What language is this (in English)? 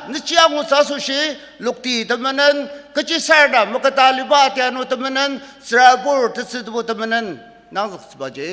Ao Naga